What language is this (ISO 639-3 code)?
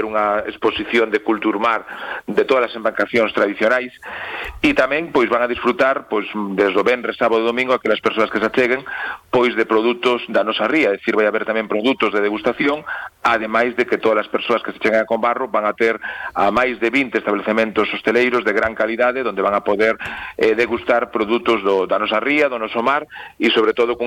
glg